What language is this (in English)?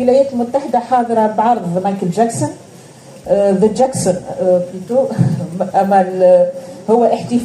Tunisian Arabic